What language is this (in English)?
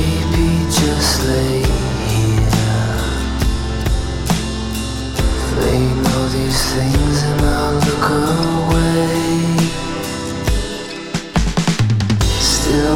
English